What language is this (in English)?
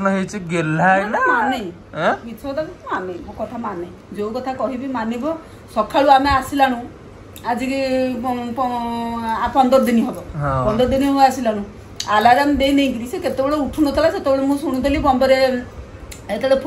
Odia